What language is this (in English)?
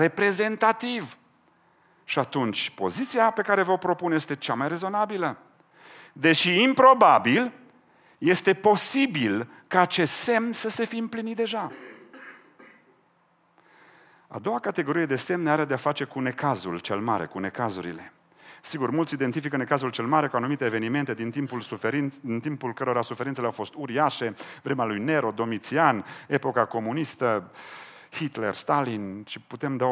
Romanian